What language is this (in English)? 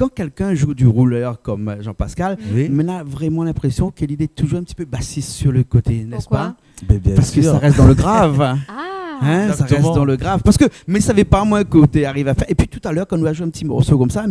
Réunion Creole French